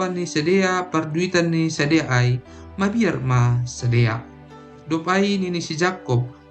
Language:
Batak Simalungun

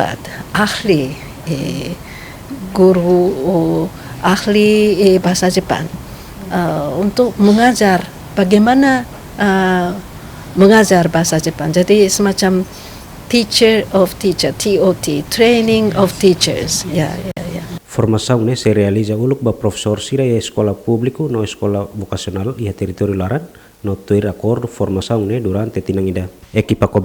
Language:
Tetum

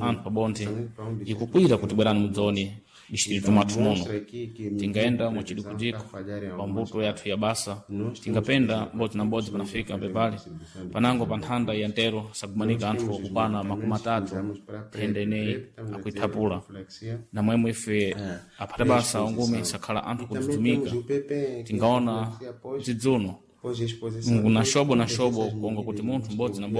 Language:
Sena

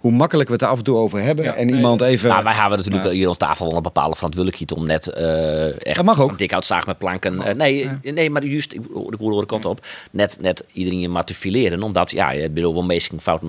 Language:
Western Frisian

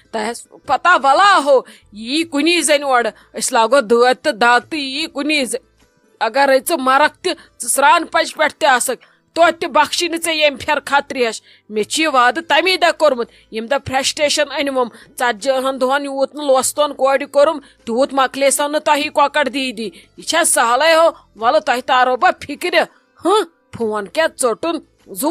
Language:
Kashmiri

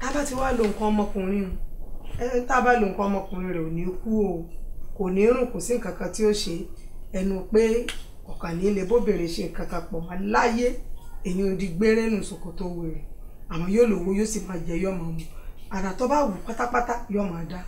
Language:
Yoruba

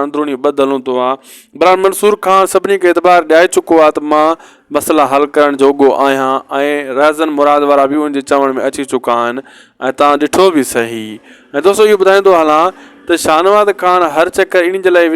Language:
Sindhi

